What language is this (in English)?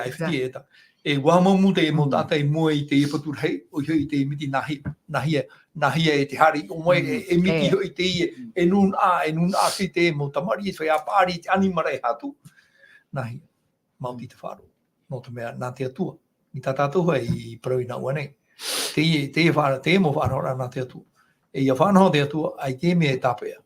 Tahitian